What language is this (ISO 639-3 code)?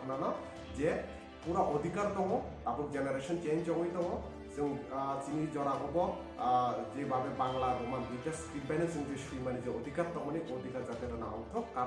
trp